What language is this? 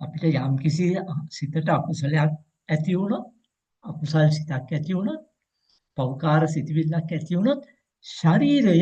Sinhala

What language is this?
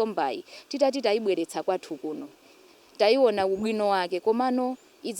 Nyanja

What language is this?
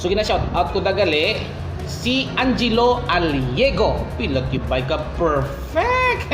Hiligaynon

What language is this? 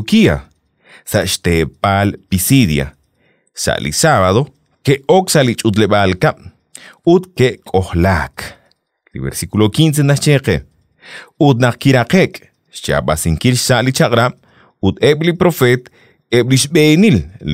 Kekchí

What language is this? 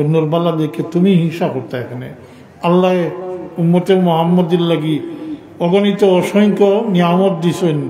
Sylheti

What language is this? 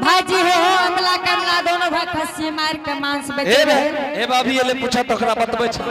Angika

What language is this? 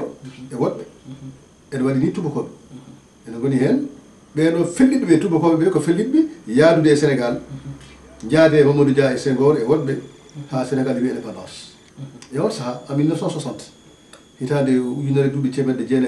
Fula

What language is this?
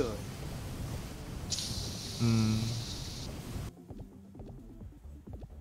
Chinese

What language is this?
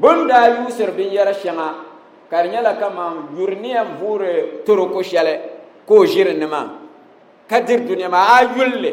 Dagbani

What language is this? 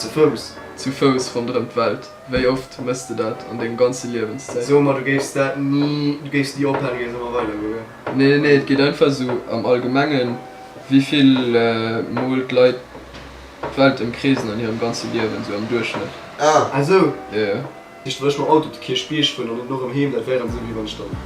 Luxembourgish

